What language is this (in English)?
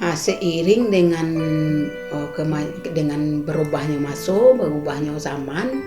Minangkabau